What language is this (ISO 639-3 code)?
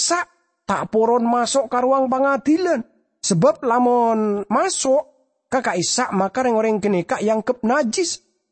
mad